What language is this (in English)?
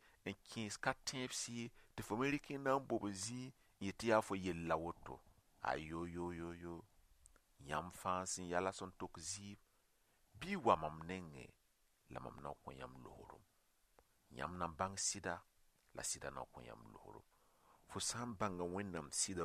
Mossi